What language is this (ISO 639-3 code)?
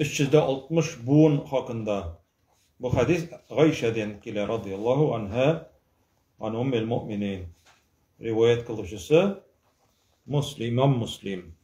tat